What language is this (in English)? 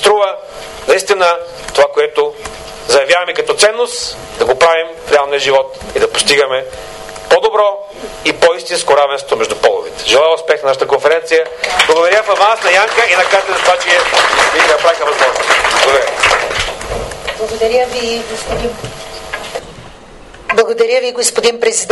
Bulgarian